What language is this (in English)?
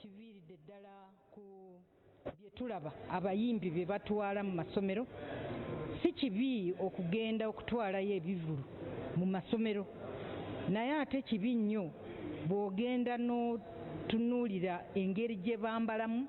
Ganda